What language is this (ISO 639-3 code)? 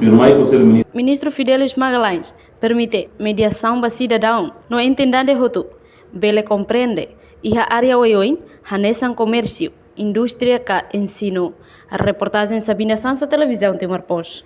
tet